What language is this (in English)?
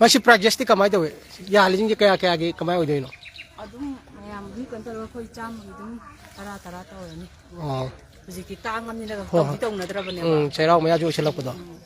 Manipuri